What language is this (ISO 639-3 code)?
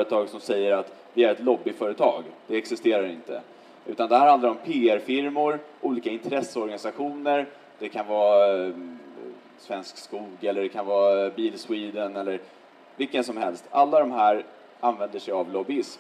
swe